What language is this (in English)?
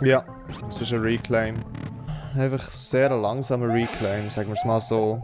Swiss German